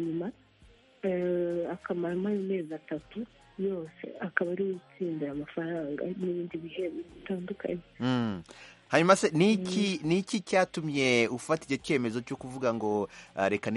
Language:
Kinyarwanda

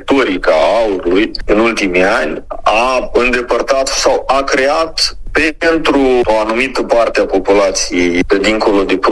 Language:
Romanian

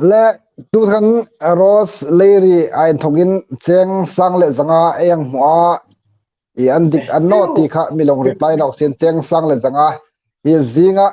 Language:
Hmar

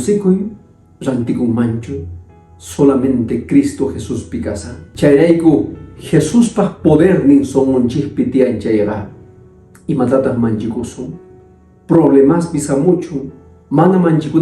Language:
Quechua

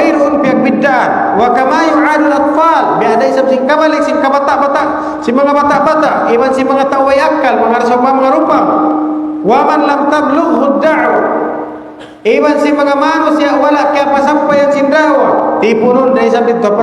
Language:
Tausug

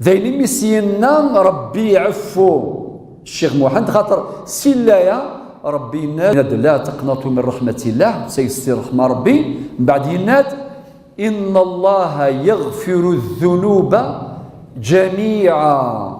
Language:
Kabyle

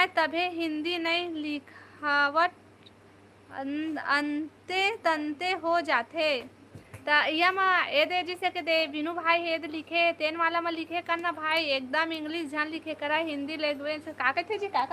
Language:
Chhattisgarhi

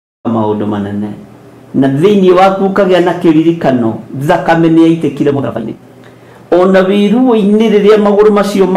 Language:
Kikuyu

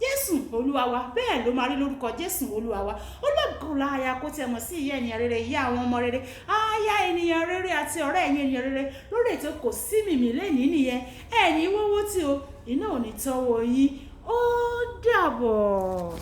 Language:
Yoruba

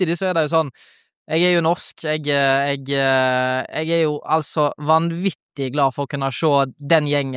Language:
Norwegian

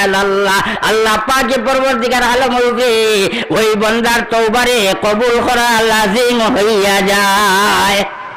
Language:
Sylheti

